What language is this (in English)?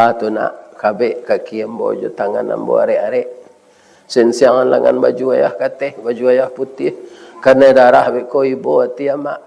Minangkabau